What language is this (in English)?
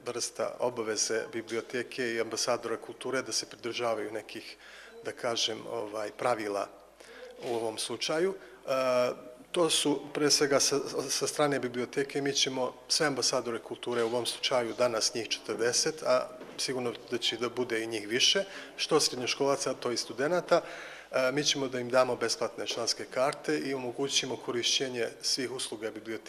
Bosnian